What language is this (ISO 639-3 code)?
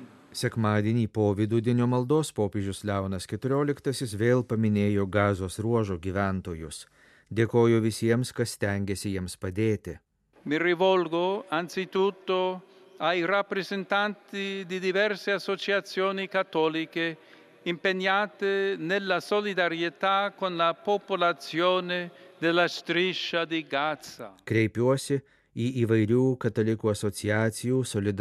lit